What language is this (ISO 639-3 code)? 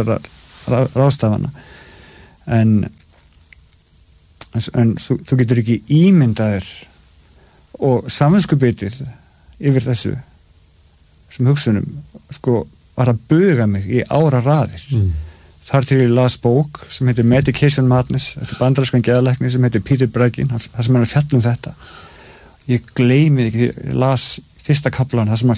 isl